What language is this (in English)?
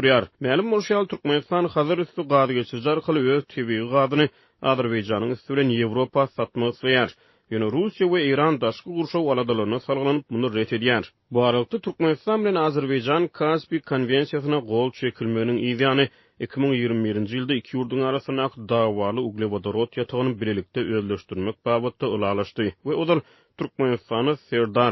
Turkmen